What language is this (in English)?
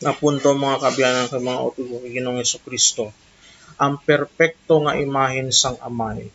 Hiligaynon